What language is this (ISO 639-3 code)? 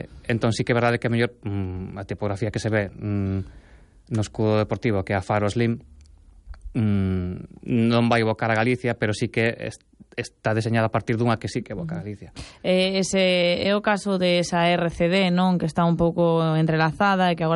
glg